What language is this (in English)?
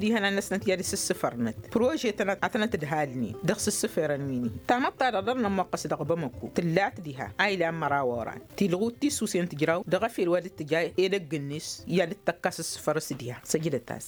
Tamasheq